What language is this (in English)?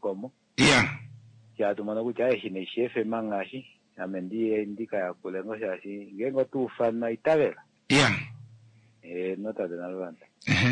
Kuanyama